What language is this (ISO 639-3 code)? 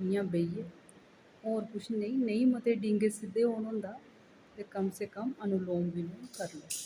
doi